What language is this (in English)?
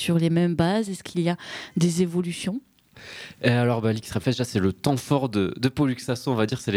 French